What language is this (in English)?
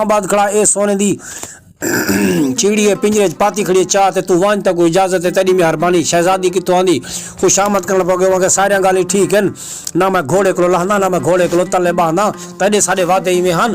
Saraiki